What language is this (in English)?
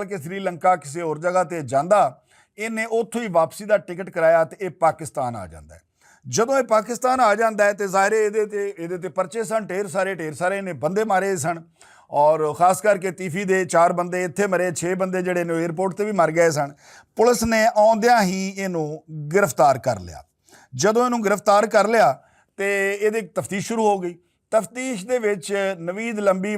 Western Panjabi